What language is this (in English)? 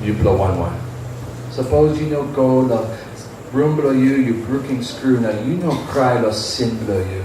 Tok Pisin